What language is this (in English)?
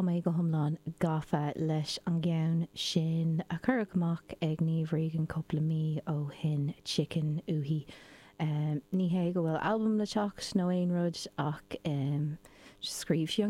Irish